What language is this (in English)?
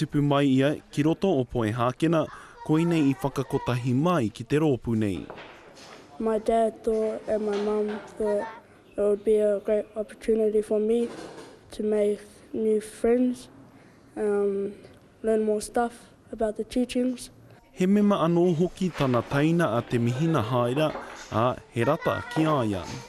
Māori